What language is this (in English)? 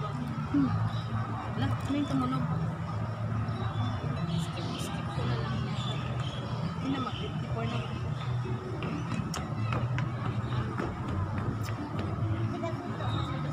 Filipino